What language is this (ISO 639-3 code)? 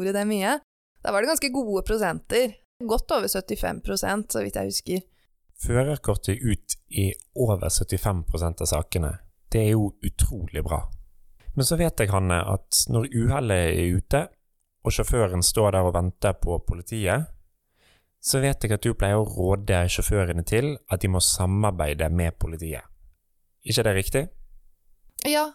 nor